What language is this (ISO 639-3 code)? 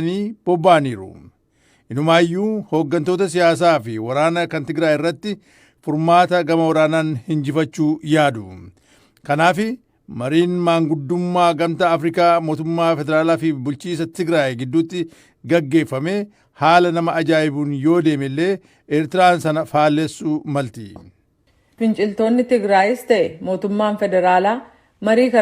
orm